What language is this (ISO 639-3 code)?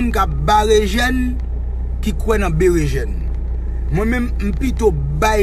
hat